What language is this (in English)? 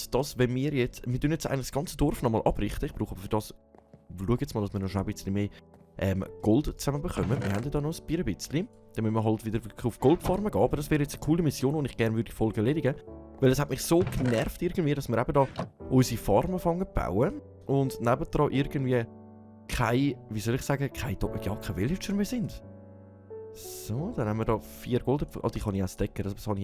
Swiss German